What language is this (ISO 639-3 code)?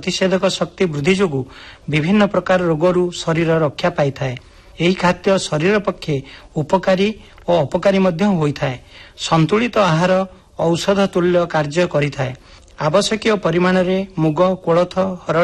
ori